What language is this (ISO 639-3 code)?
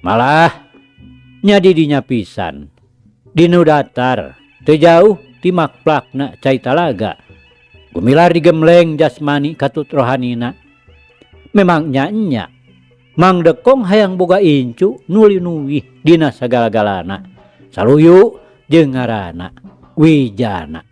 sun